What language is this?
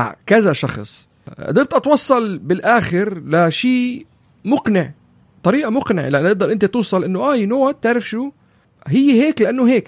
North Levantine Arabic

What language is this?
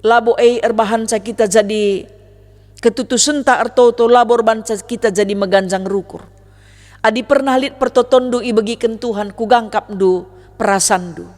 Batak Karo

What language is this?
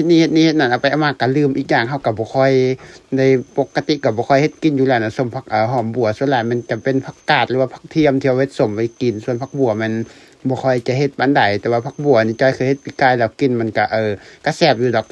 Lao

